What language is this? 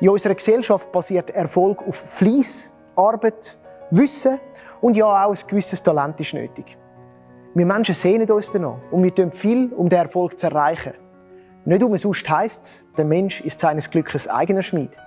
Swiss German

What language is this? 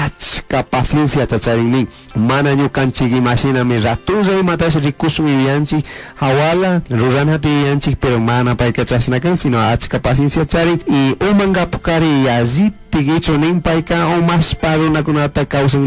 Chimborazo Highland Quichua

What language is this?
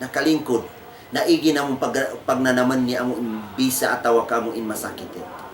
Tausug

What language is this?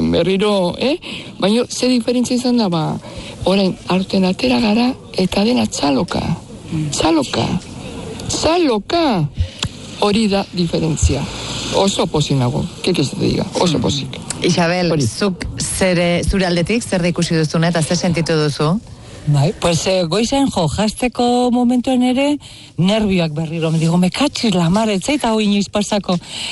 Basque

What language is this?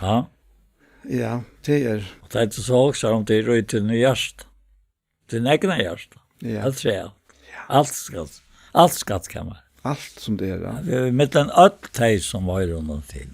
Faroese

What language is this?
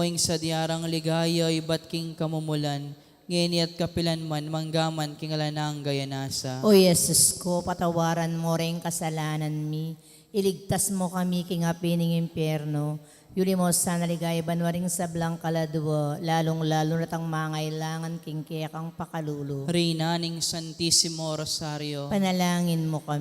Pampanga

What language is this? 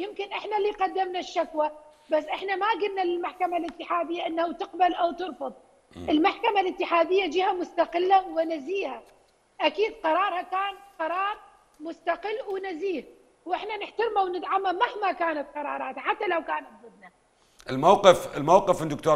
Mesopotamian Arabic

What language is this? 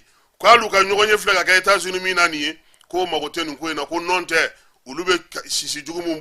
Bambara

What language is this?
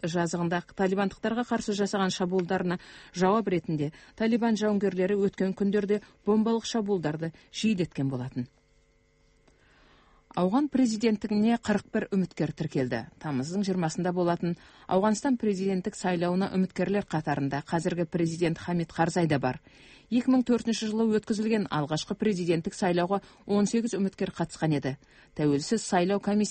Kazakh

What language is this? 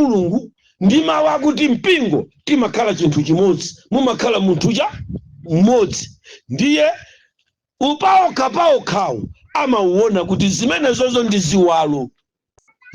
Nyanja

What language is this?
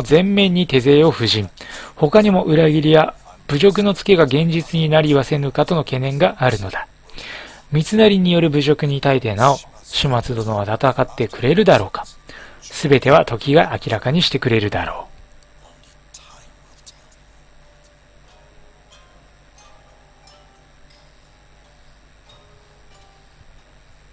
Japanese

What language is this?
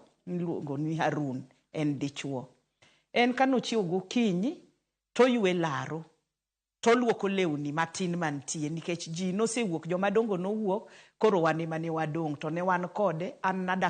Luo (Kenya and Tanzania)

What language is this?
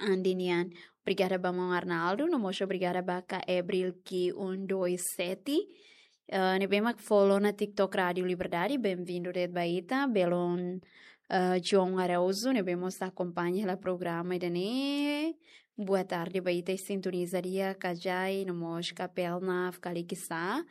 Tetum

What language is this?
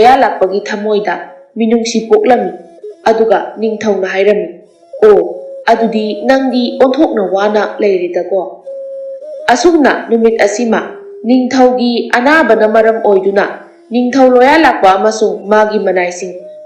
Manipuri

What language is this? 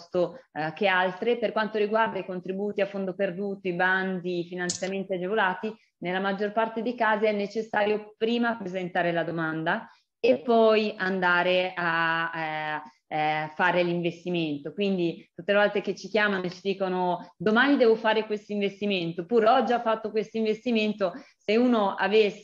Italian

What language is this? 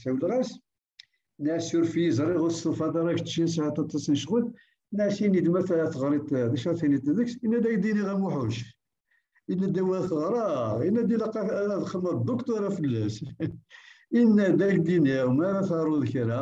Kabyle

